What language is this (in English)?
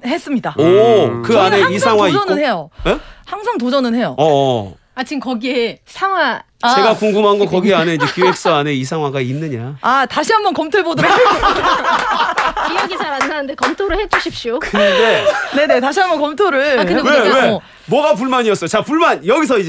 Korean